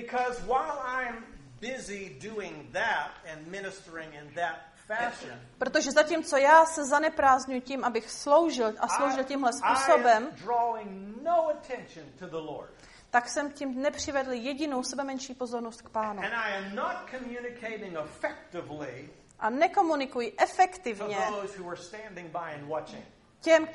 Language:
Czech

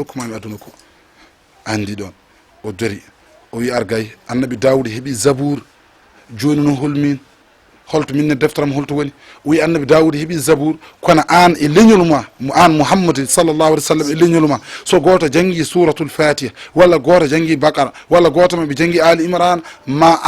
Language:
Fula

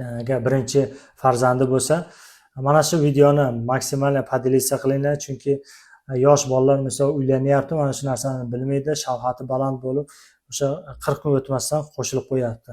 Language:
Uzbek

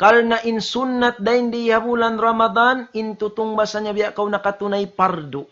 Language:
Tausug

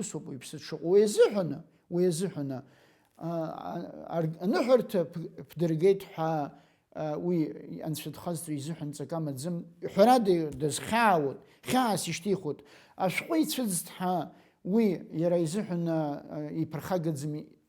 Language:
Abkhazian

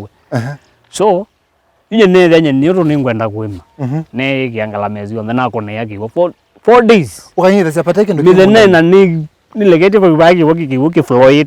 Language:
Kamba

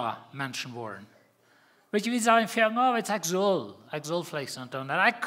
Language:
Plautdietsch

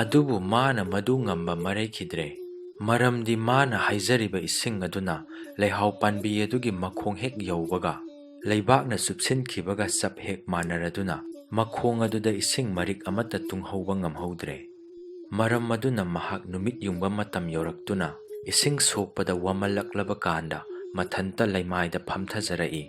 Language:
Manipuri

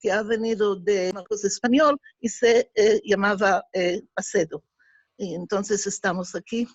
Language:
Ladino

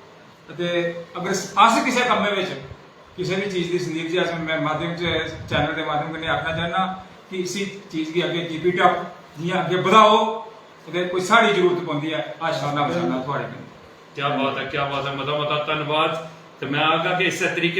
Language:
Dogri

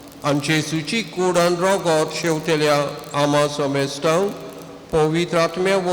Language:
Konkani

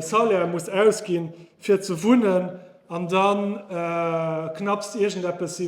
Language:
Luxembourgish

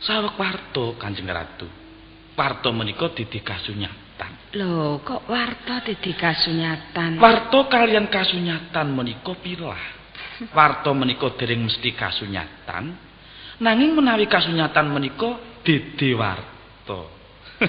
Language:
Javanese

